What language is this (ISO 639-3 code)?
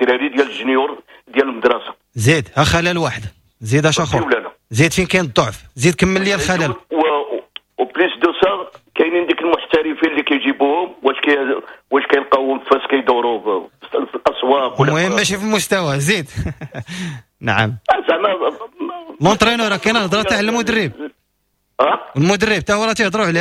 ary